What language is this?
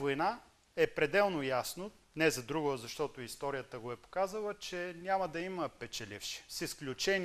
Bulgarian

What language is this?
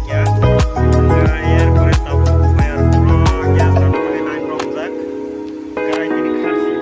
Kok Borok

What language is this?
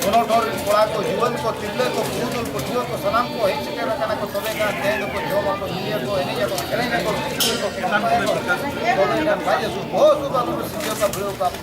Santali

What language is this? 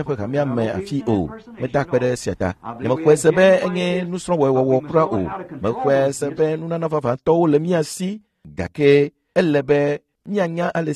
Ewe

